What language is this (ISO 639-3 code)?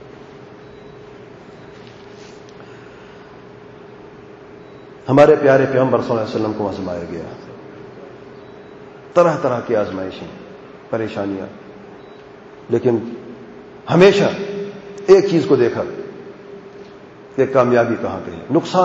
urd